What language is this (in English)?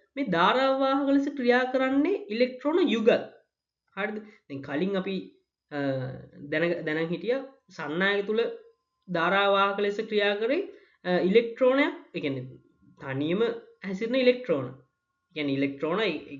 Sinhala